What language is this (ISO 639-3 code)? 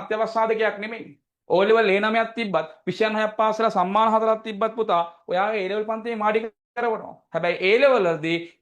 sin